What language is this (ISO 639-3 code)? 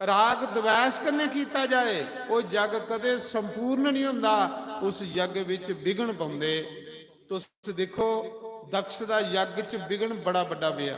doi